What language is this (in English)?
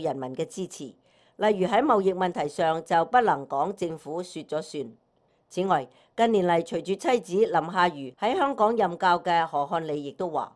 Cantonese